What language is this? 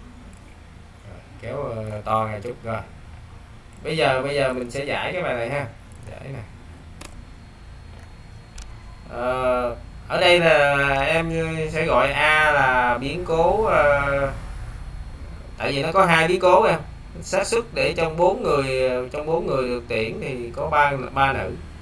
Vietnamese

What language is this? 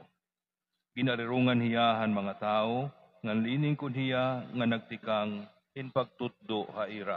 Waray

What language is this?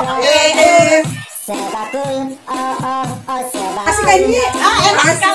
Betawi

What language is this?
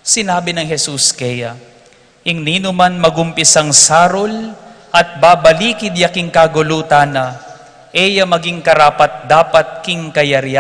Pampanga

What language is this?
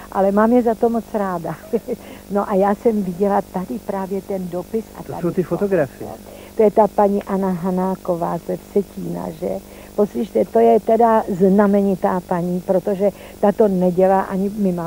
Czech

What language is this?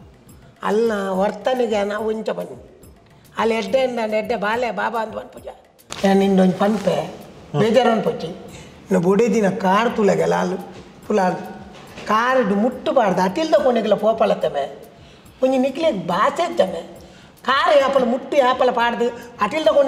Tulu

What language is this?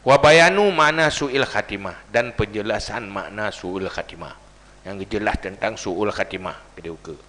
Achinese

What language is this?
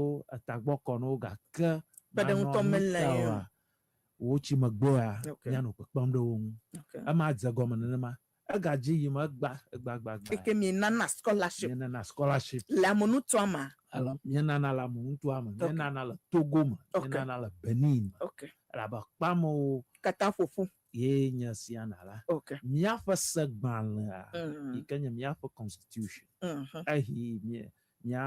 Ewe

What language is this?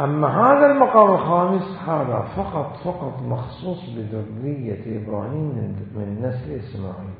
Mesopotamian Arabic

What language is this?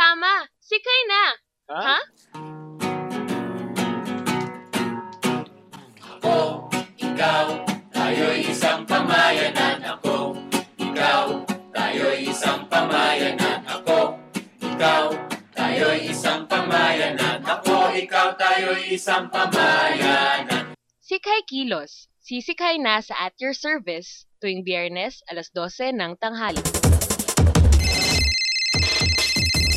Filipino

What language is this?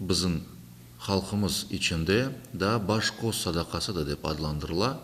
Crimean Tatar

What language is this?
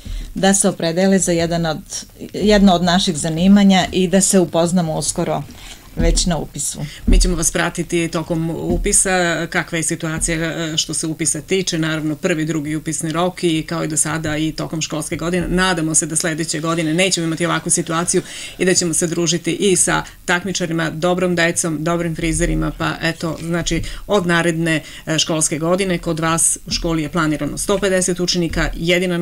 Serbian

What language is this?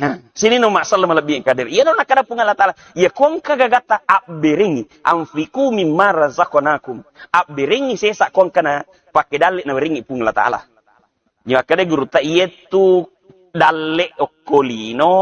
Buginese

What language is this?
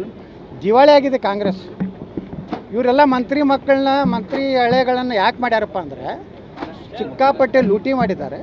Kannada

